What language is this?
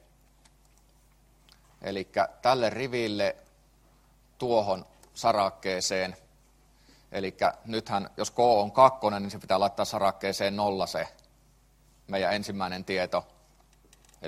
Finnish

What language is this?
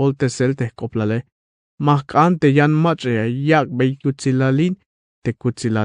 Tzeltal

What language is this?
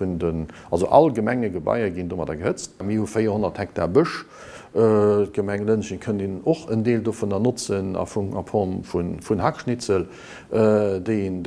Luxembourgish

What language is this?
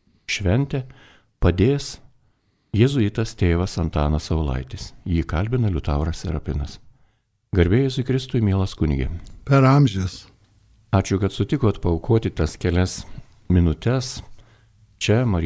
Lithuanian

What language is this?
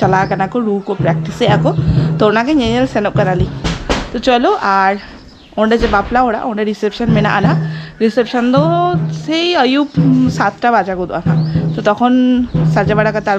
Santali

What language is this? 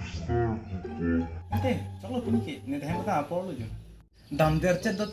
Karbi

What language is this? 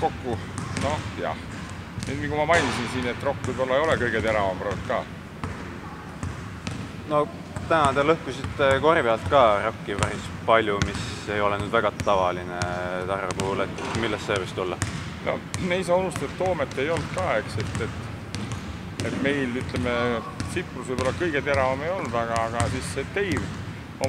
Estonian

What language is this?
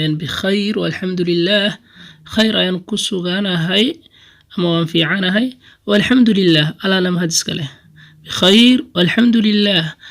Somali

